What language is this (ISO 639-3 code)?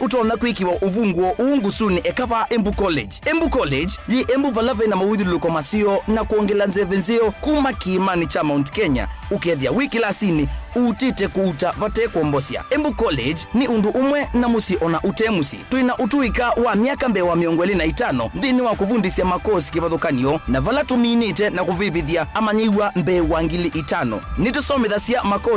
kam